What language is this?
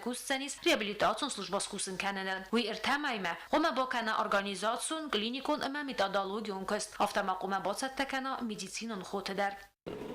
Ossetic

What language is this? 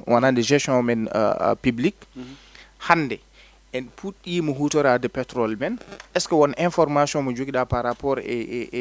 Fula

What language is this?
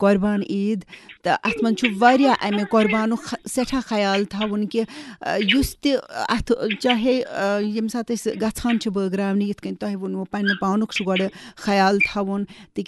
Kashmiri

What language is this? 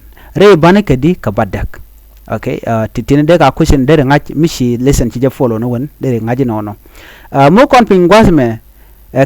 Nuer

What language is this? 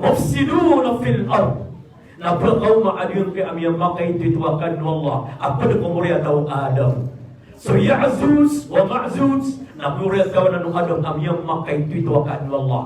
Maranao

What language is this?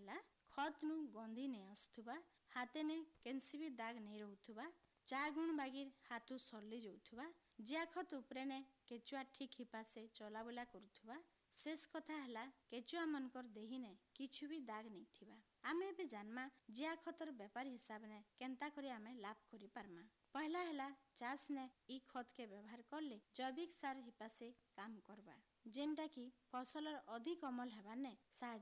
Odia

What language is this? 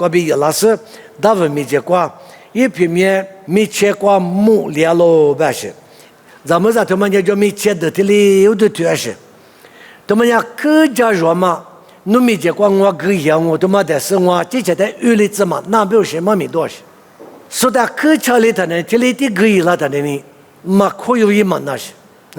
Lisu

